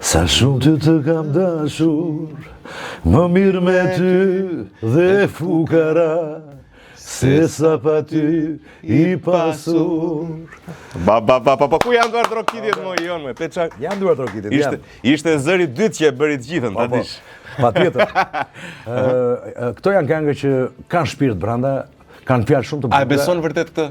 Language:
Albanian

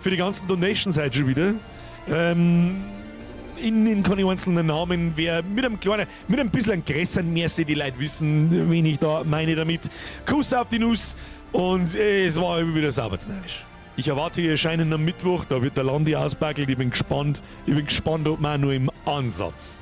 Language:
Bavarian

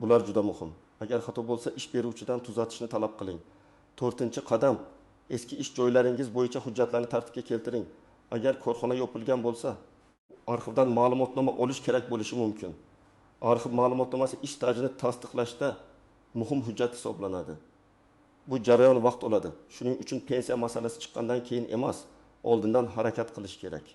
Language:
Uzbek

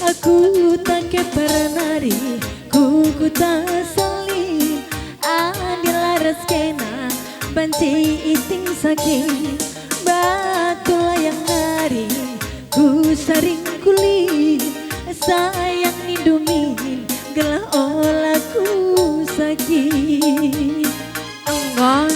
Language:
Batak Karo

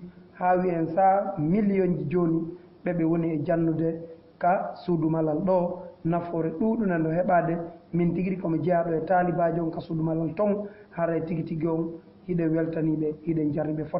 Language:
Fula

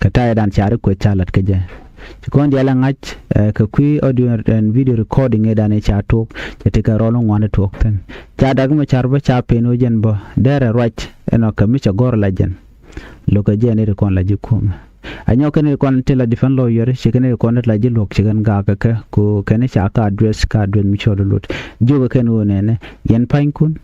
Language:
Nuer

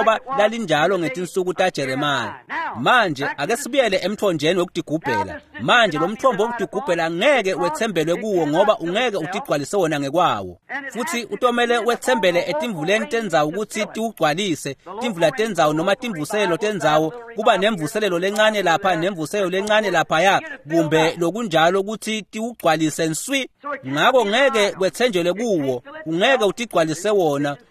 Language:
Swati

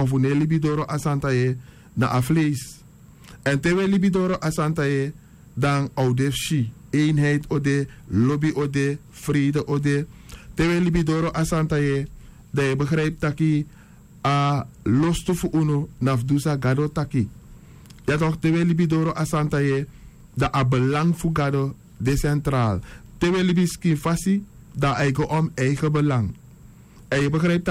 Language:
Sranan Tongo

